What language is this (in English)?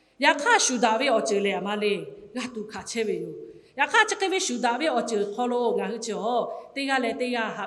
Lahu